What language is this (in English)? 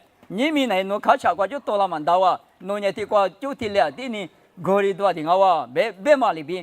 Lisu